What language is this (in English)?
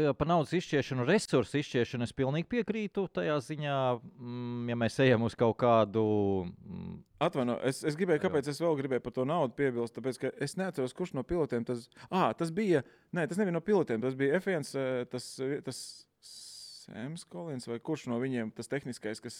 Latvian